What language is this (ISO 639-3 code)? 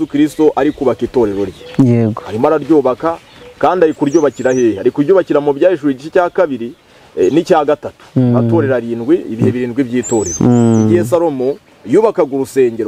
kin